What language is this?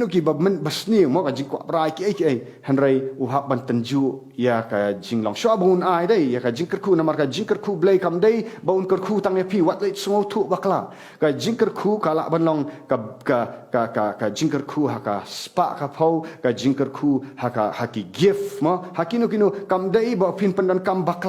Khasi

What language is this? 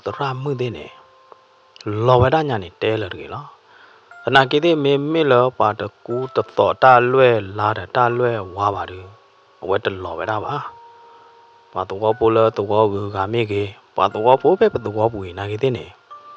S'gaw Karen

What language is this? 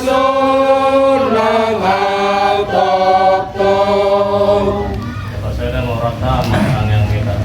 Batak Toba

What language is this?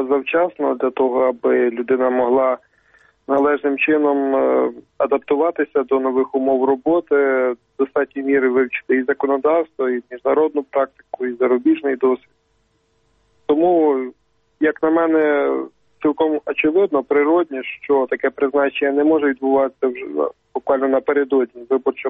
Ukrainian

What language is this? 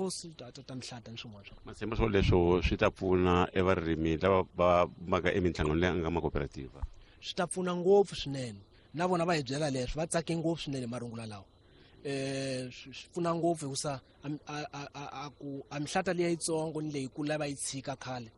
Tsonga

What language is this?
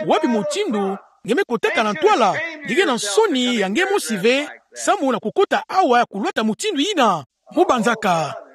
Kituba (Democratic Republic of Congo)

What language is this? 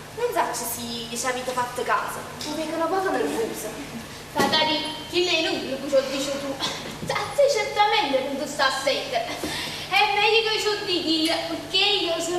Neapolitan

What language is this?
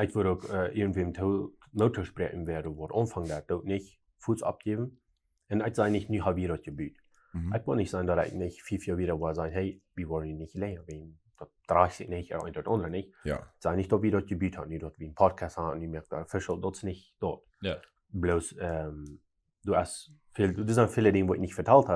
Plautdietsch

